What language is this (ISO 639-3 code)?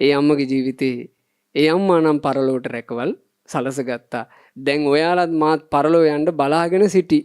sin